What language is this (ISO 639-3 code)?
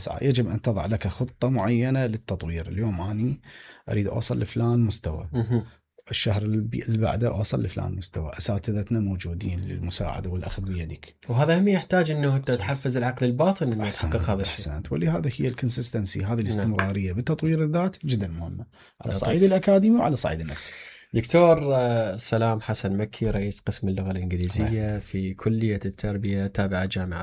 acm